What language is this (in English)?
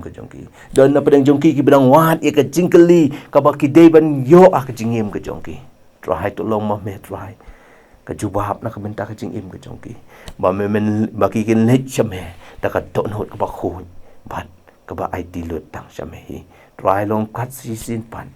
Khasi